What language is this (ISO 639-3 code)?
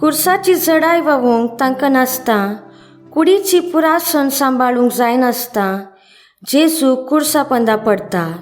kok